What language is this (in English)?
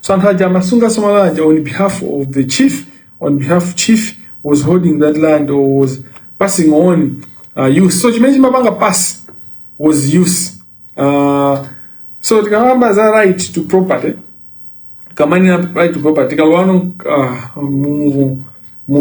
Nyanja